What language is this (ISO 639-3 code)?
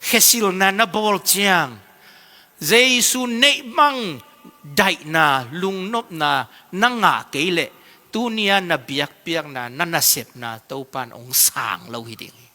ctd